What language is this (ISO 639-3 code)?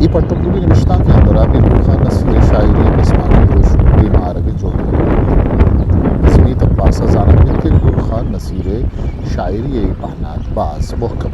bgp